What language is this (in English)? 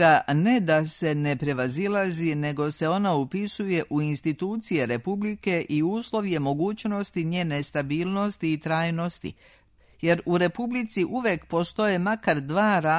Serbian